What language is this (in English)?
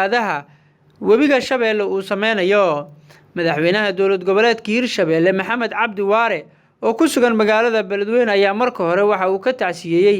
Somali